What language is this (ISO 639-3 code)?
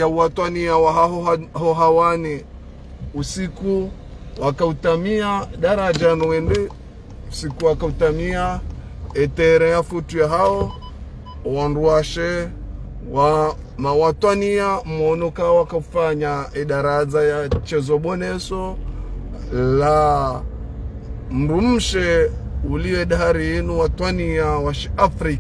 zdj